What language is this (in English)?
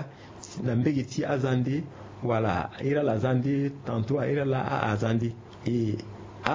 Sango